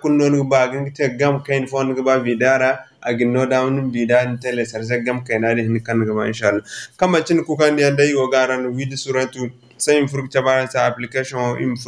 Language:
Zarma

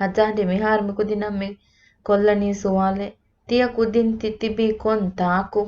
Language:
Divehi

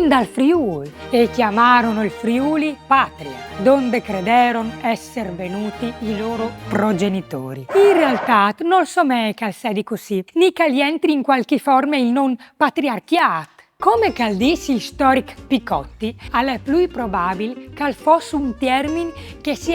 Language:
Friulian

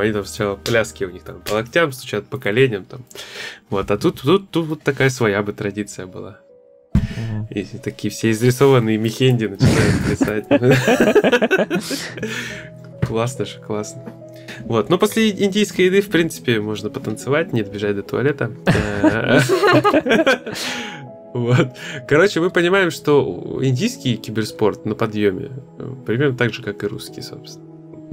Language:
Russian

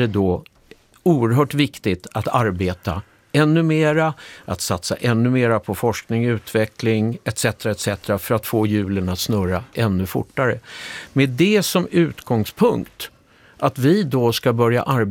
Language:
Swedish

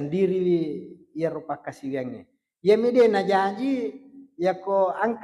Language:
Buginese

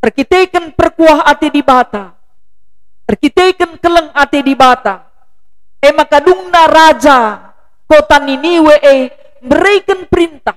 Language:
Batak Karo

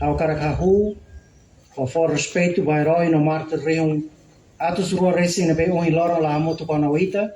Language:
Tetum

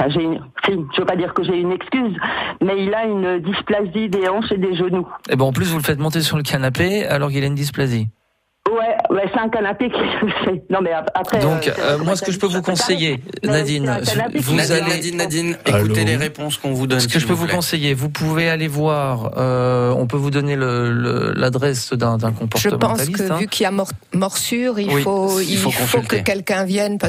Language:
French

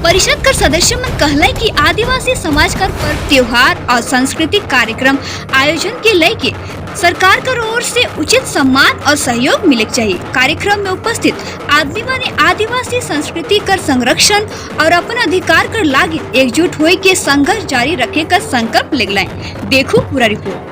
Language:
Sadri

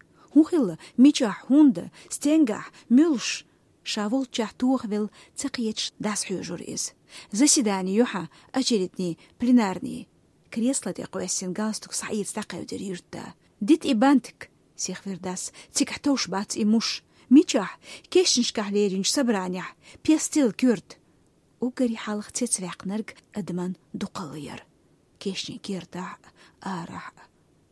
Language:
Chechen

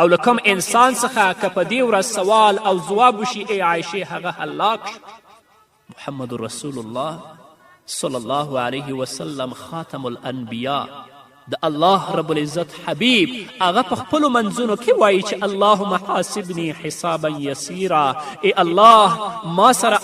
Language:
Pashto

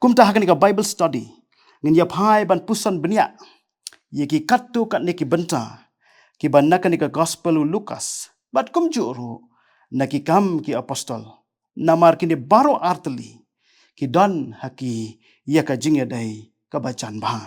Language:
Khasi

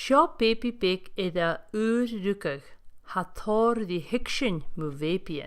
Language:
Scottish Gaelic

